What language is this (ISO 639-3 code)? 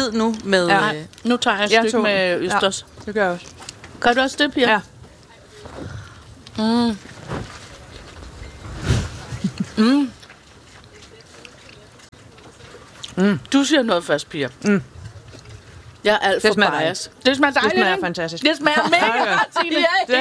dan